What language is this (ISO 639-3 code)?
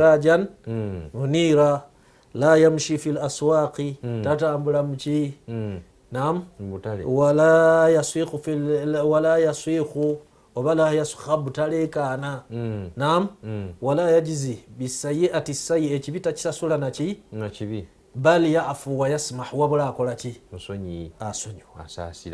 lug